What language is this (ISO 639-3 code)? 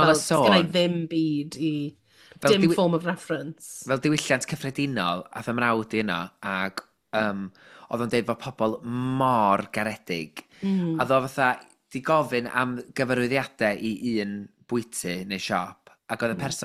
cym